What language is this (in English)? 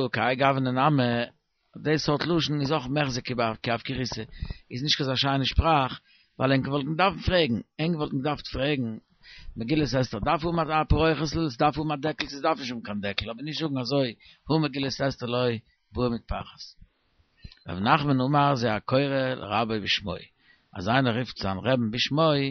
Yiddish